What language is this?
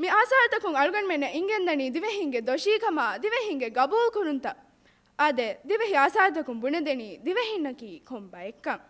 Divehi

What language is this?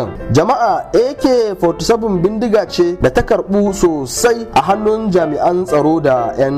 Hausa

